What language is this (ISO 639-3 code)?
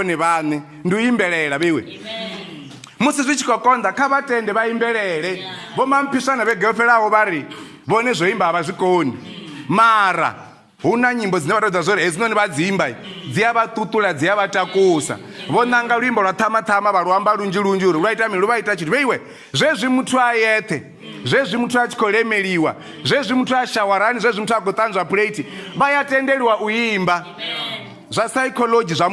ven